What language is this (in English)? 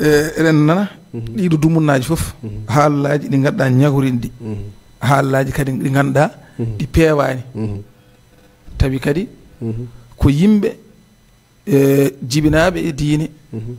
Fula